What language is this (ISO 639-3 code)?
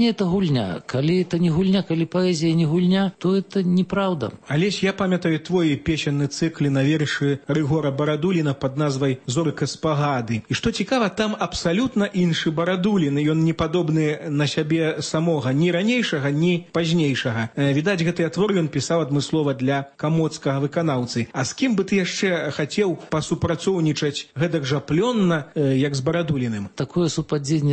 bel